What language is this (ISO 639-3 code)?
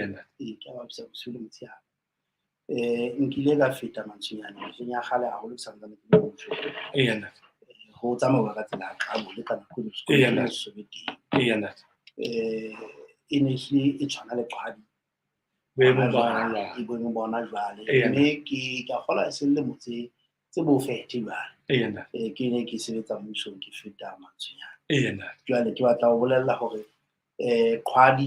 sot